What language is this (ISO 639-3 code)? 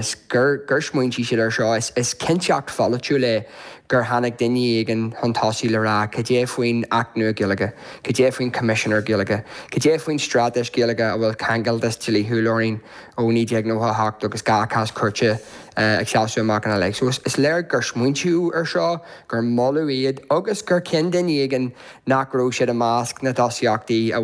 gle